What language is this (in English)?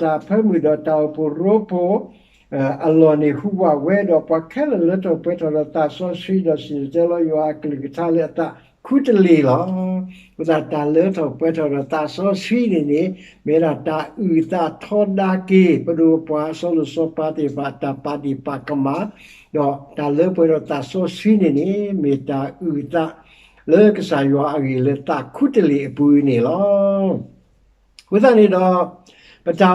S'gaw Karen